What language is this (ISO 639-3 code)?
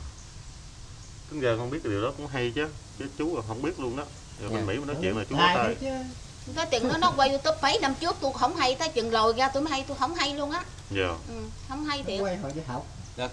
vie